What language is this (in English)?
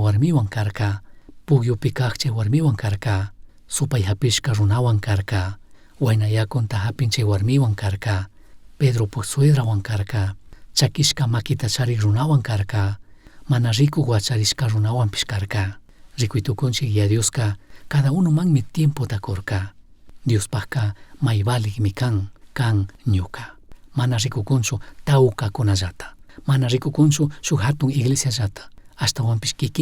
Chimborazo Highland Quichua